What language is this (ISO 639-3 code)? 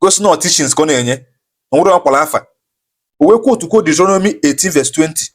ibo